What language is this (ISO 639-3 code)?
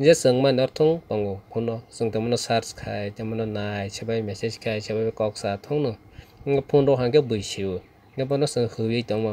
trp